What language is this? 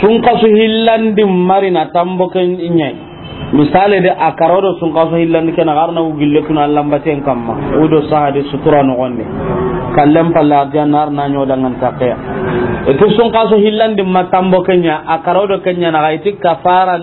Soninke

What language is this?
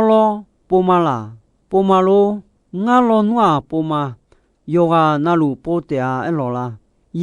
Akha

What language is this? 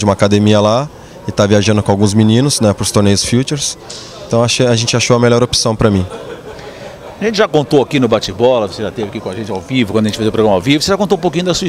Portuguese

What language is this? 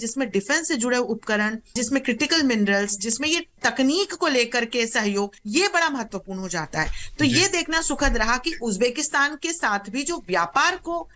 Hindi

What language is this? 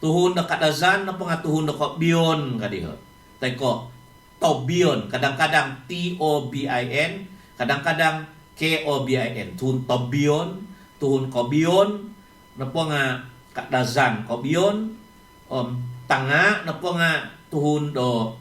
Central Dusun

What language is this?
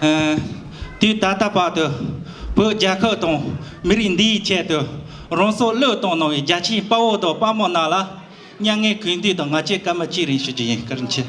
Tibetan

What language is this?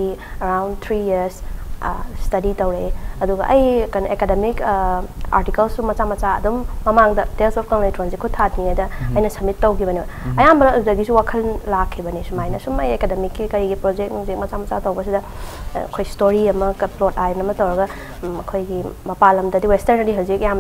Manipuri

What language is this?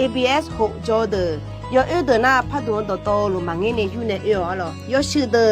Akha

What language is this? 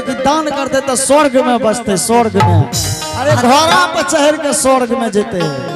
Angika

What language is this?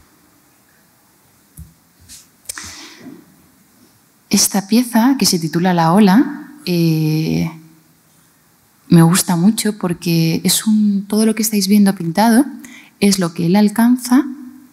Spanish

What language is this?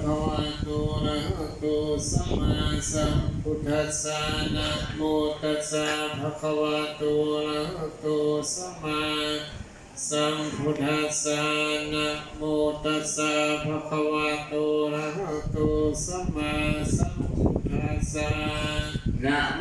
Pali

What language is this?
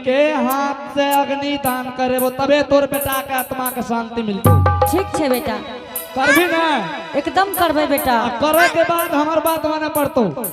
Angika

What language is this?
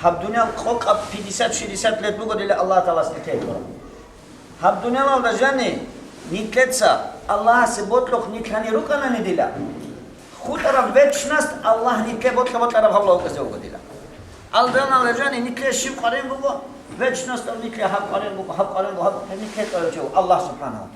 Avaric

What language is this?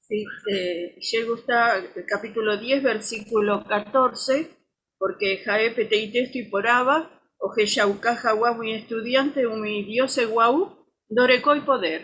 Guarani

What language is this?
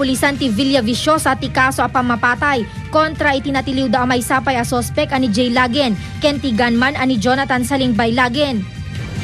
Iloko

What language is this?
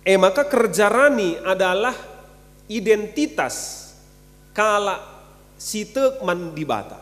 Batak Karo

